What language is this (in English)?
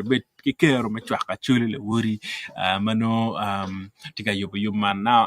Acoli